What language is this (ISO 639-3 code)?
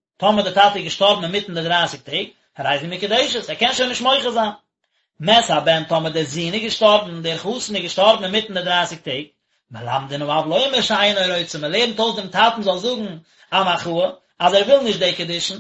yid